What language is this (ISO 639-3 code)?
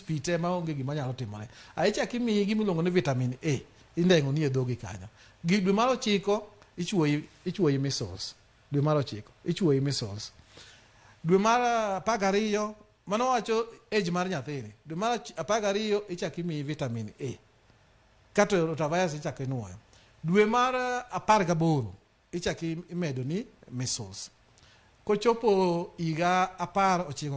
luo